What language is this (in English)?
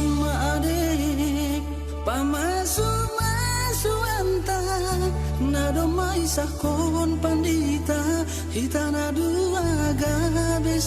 Batak Simalungun